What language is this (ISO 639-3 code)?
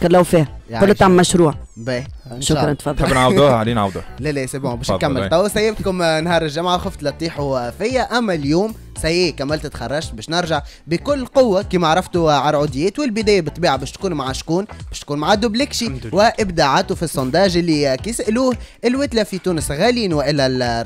aeb